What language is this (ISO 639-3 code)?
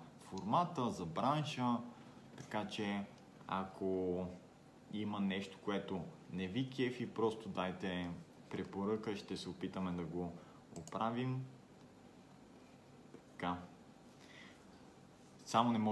bul